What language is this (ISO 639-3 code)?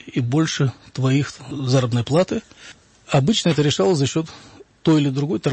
rus